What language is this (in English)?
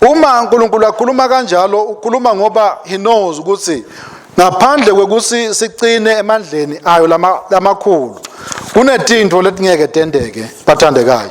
Swati